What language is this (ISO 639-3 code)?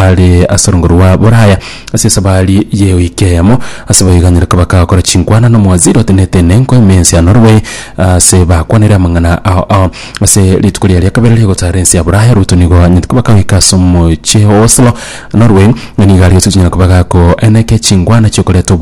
guz